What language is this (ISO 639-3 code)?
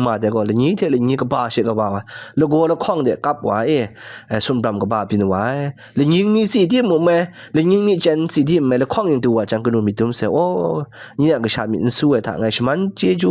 kac